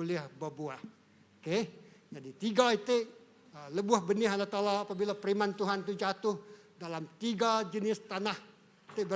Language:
Iban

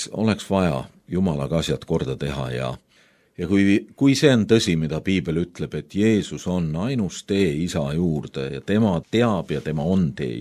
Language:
Estonian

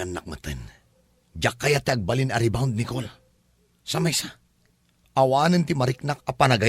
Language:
Iloko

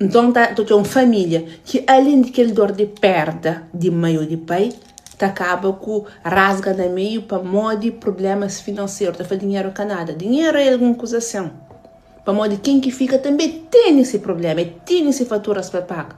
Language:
Kabuverdianu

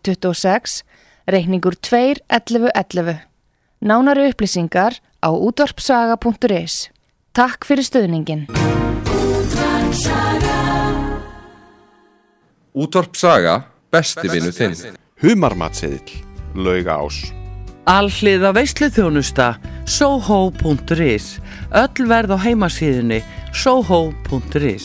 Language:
Icelandic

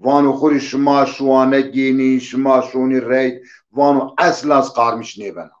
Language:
Zaza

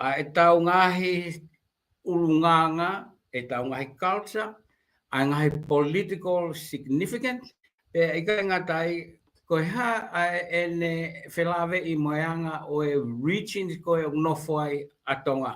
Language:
Tongan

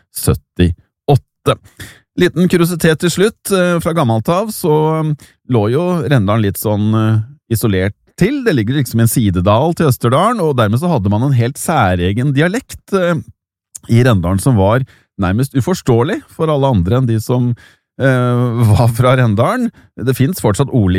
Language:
Norwegian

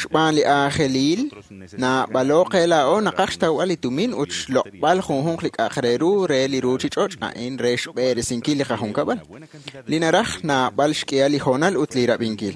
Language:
Kekchí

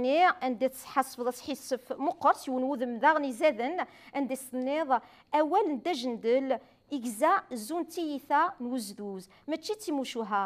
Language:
Kabyle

